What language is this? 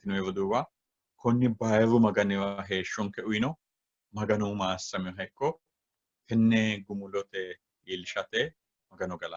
Sidamo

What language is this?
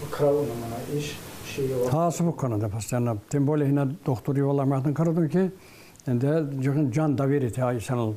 Tsakhur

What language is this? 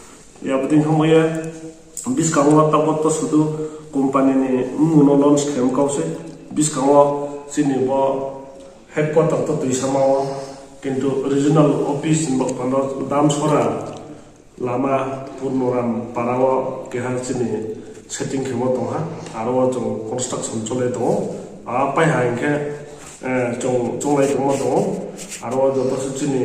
Riang (India)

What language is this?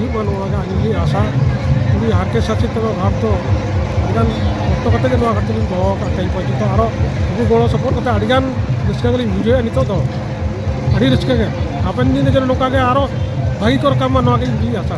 Santali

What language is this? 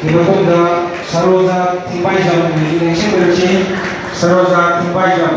Manipuri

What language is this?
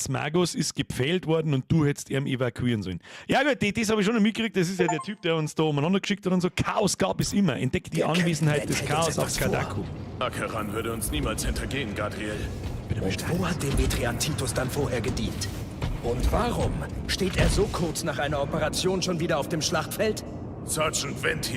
Bavarian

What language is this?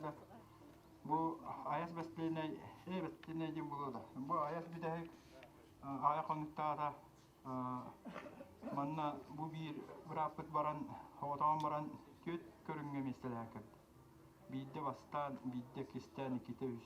Yakut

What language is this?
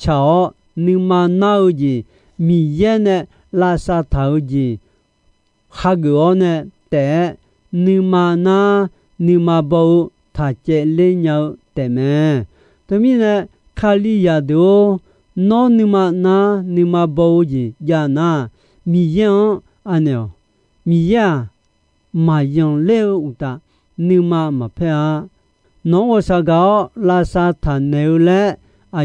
Akha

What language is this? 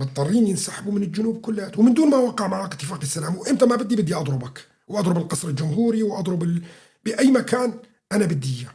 North Levantine Arabic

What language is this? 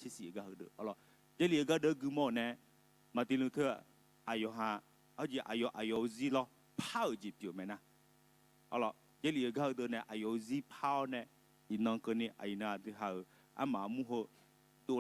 Akha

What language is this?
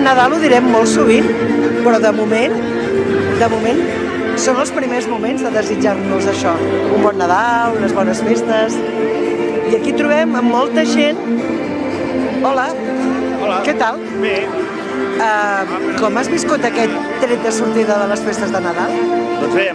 Catalan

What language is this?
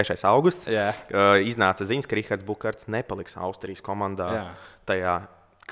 Latvian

